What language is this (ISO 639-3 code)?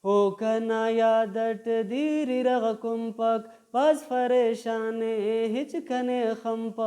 brh